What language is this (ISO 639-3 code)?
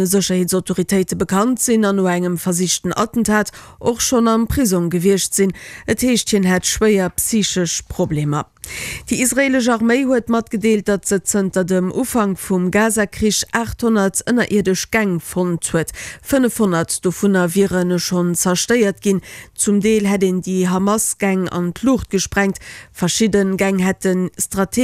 ltz